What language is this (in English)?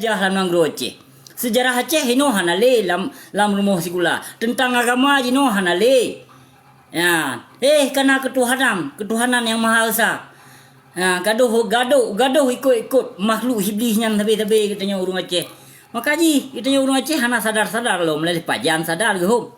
Achinese